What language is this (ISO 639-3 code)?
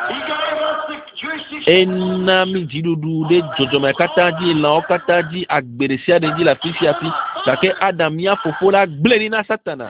ewe